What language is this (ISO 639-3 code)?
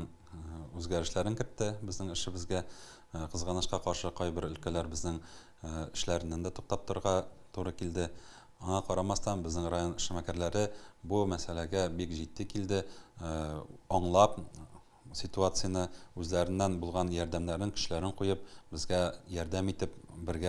tat